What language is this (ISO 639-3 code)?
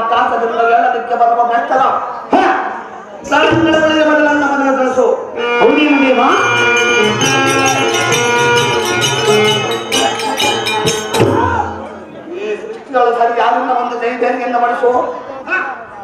kan